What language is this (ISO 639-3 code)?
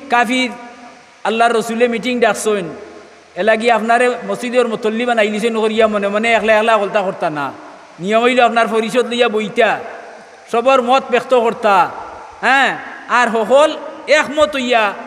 syl